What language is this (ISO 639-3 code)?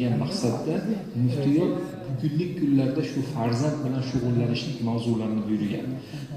uzb